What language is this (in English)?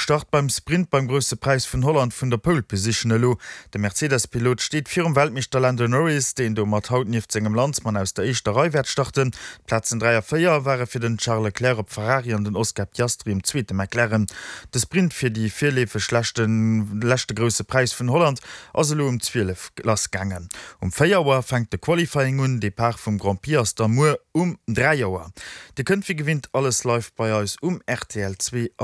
Luxembourgish